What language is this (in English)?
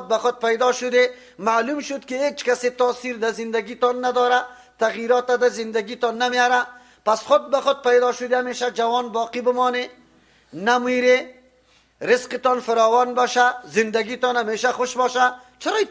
Persian